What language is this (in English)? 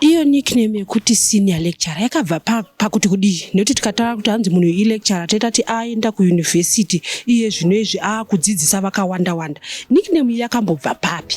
Shona